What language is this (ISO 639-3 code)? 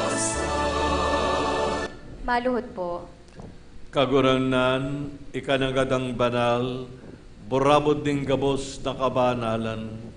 bik